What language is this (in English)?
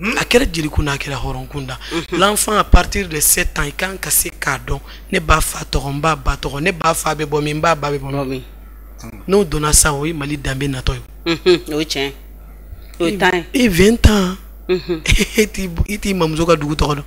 Bambara